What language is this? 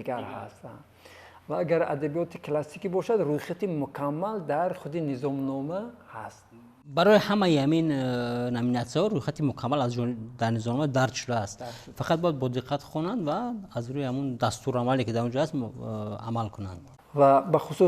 Tajik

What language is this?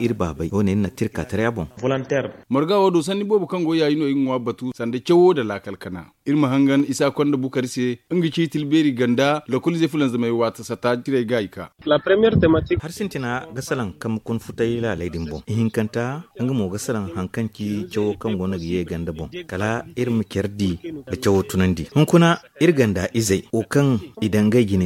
Zarma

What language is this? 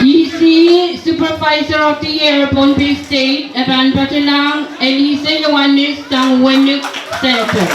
Pohnpeian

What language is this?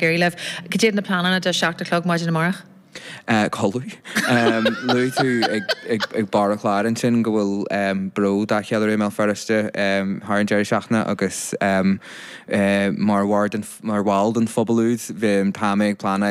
Irish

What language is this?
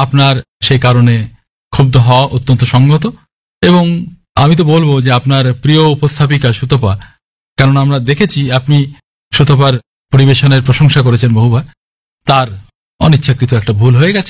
Bangla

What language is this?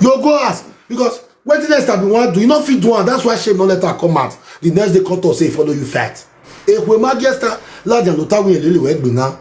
Nigerian Pidgin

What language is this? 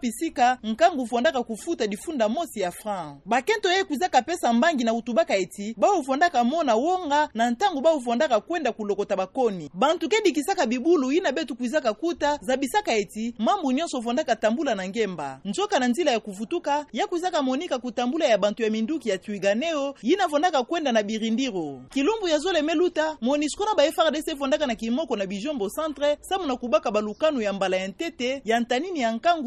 Kituba (Democratic Republic of Congo)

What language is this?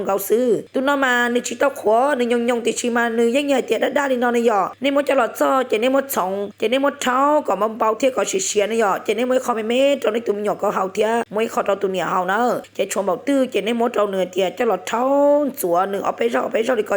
Hmong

